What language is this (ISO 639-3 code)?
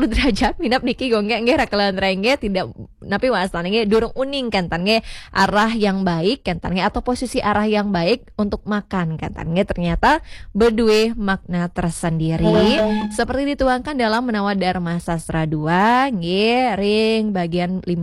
ban